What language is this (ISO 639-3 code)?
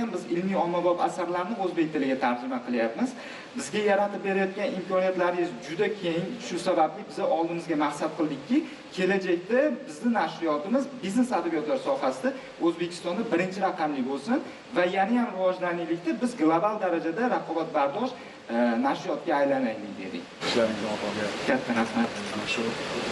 uzb